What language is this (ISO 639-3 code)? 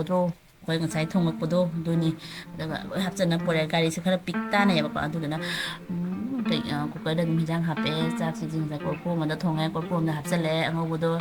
mni